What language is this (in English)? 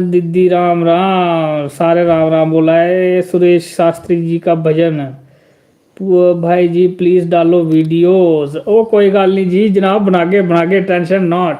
Dogri